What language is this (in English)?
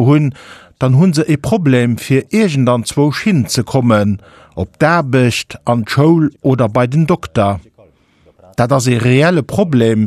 Luxembourgish